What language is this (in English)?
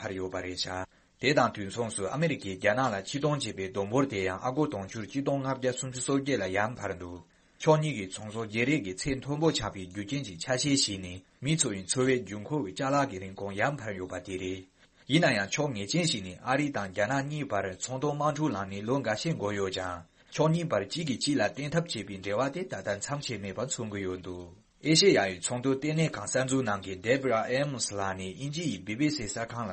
Tibetan